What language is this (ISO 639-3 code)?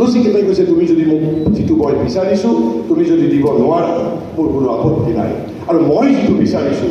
asm